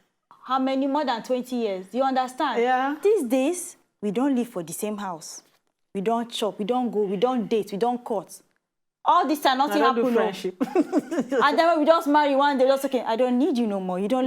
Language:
Nigerian Pidgin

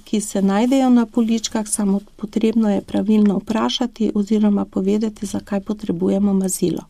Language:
Slovenian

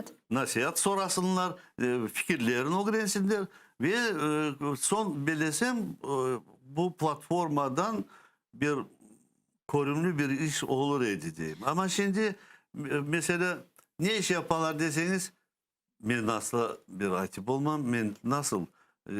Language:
Crimean Tatar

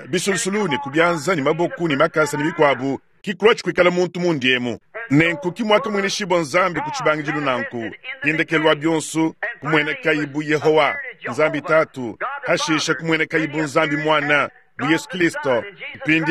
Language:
Luba-Lulua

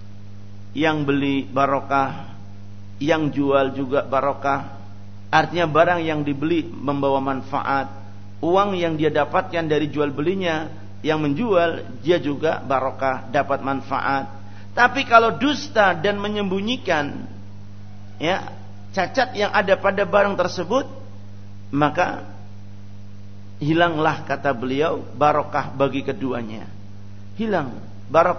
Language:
Indonesian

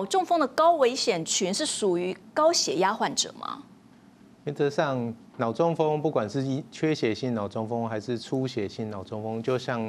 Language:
Chinese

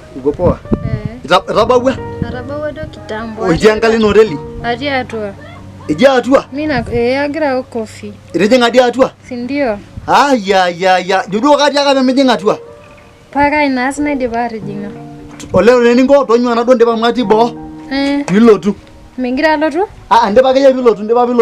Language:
Masai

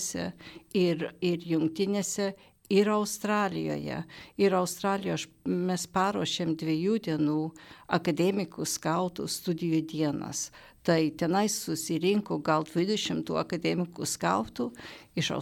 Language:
Lithuanian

